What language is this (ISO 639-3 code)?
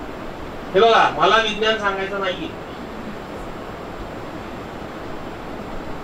mar